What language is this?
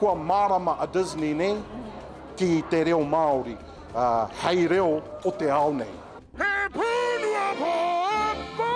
Māori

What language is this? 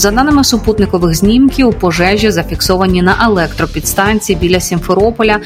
Ukrainian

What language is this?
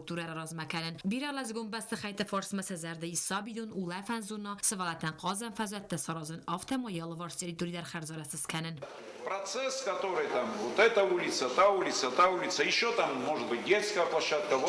Ossetic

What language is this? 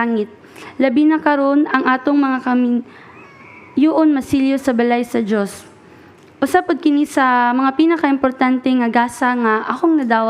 Cebuano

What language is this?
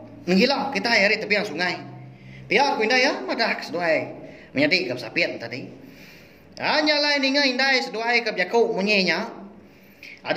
Iban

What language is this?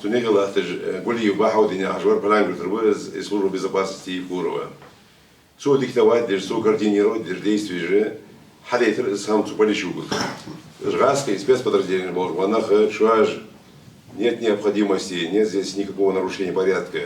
Ingush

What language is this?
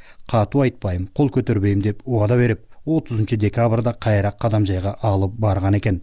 Kyrgyz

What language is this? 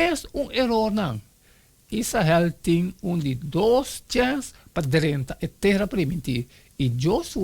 Papiamento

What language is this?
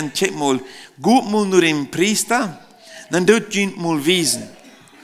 Plautdietsch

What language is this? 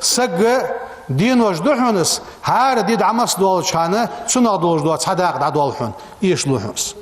Ingush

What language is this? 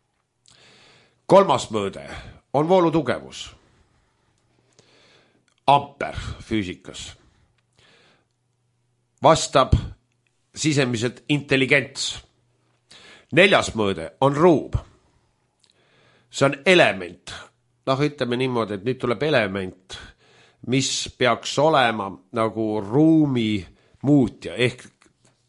Estonian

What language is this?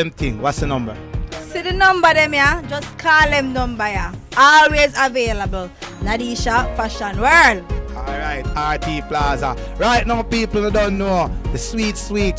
Jamaican Creole English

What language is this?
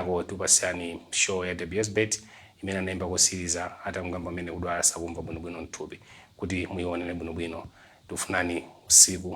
Nyanja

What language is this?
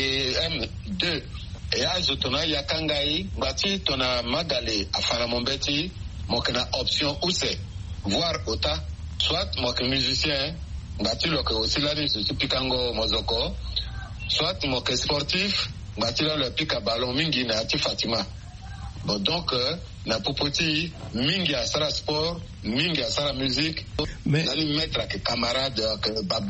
Sango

